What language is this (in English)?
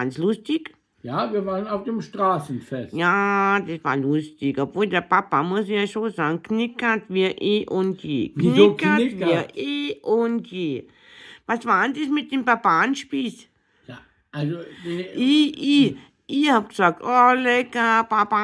Bavarian